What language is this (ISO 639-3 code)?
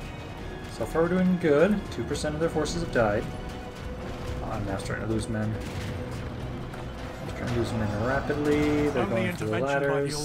eng